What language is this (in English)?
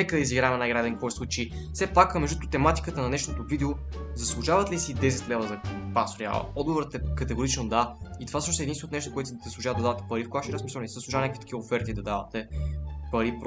Bulgarian